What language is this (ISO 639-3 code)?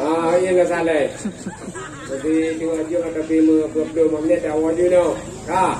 ace